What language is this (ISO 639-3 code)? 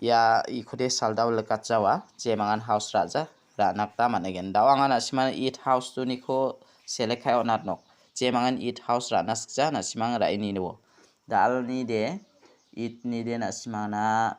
grt